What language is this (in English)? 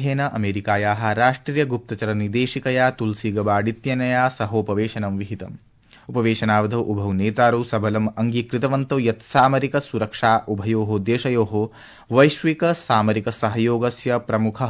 Sanskrit